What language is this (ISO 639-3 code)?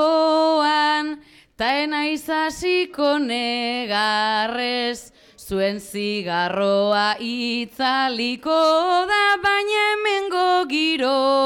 eus